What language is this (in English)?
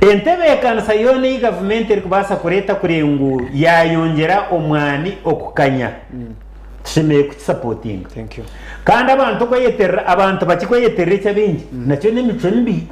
Nyankole